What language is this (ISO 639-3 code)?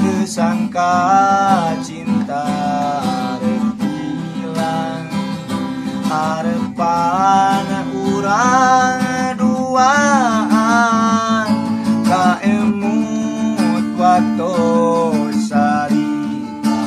sun